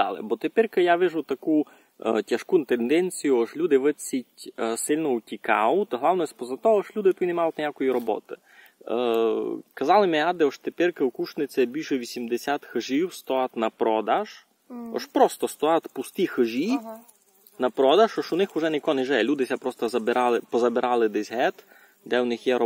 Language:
Rusyn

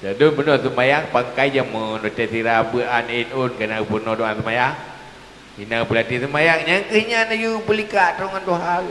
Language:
Achinese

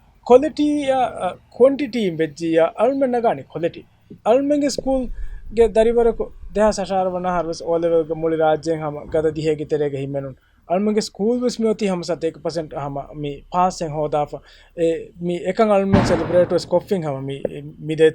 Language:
Divehi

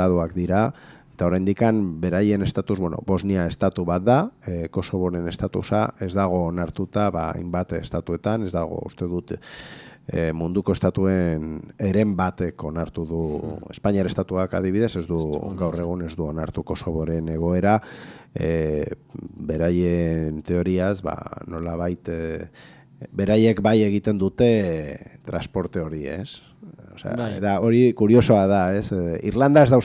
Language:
Basque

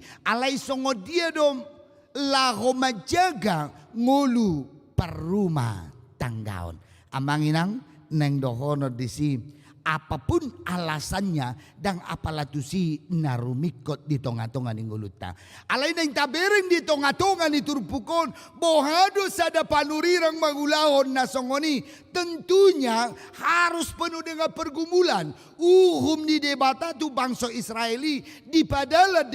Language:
Batak Toba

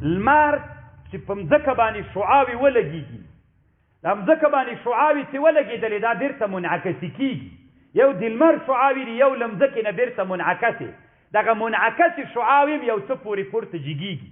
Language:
Pashto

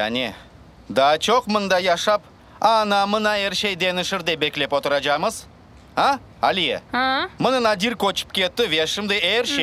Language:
Crimean Tatar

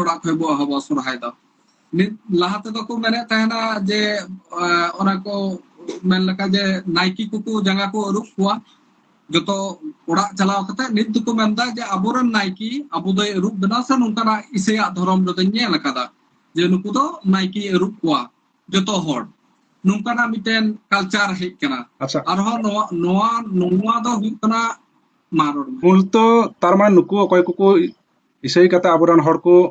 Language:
Santali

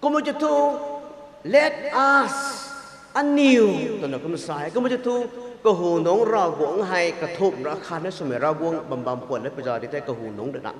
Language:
Rongmei Naga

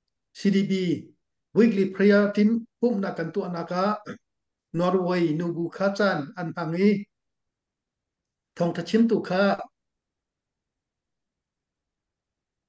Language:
Thai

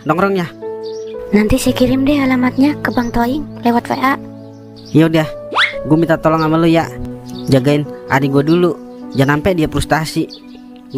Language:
Betawi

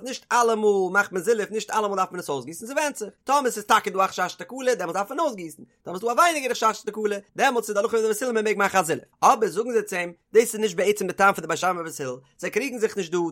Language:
Yiddish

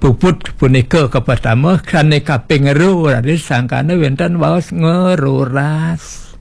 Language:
Balinese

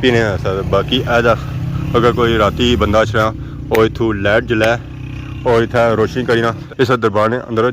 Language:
Pahari-Potwari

